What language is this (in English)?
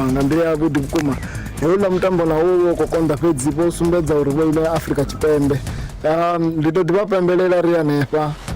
Venda